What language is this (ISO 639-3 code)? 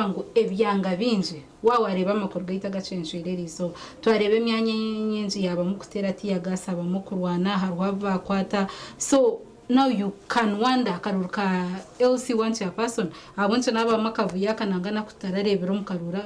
nyn